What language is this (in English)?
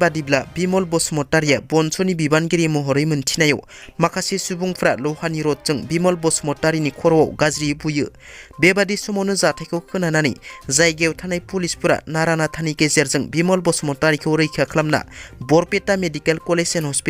Bodo